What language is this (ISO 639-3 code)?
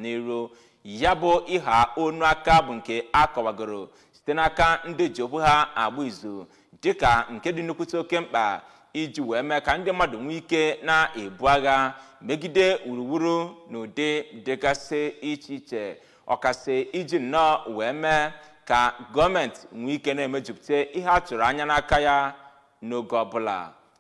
ibo